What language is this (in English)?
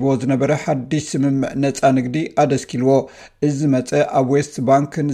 Tigrinya